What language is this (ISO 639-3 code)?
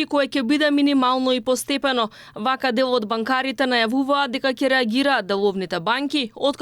mkd